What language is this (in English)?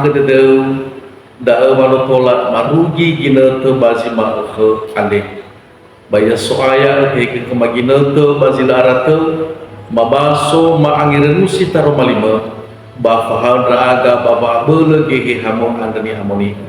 Nias